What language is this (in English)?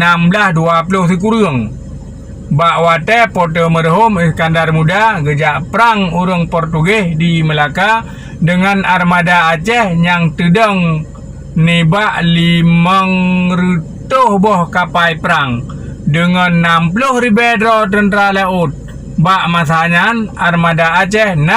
Achinese